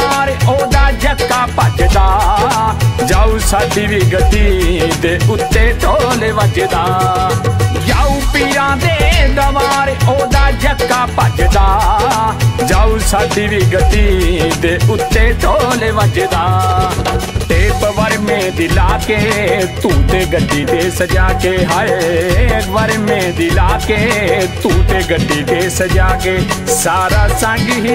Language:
Punjabi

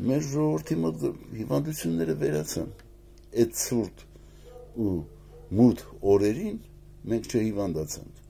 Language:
Armenian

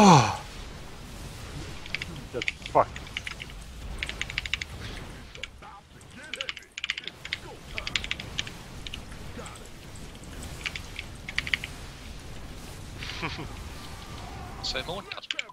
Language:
Swedish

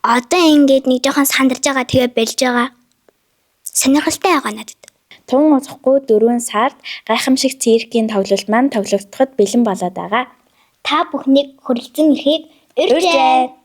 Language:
Mongolian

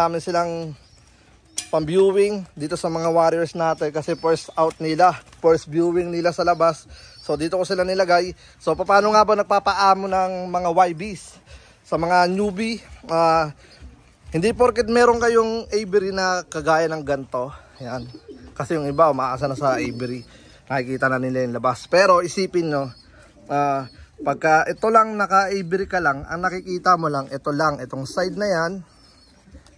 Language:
Filipino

